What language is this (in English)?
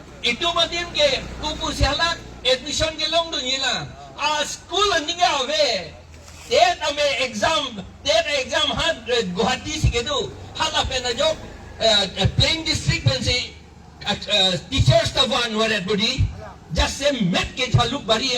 Karbi